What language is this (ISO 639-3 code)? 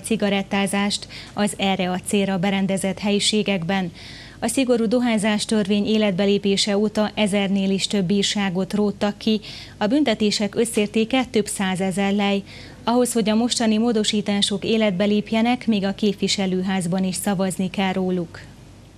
hun